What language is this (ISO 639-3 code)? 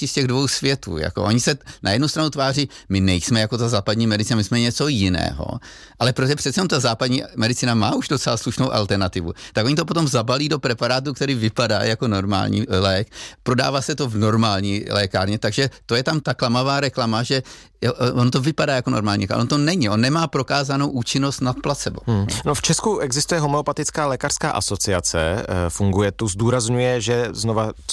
ces